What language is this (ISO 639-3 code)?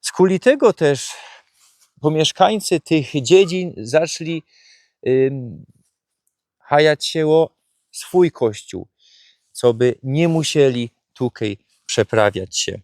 szl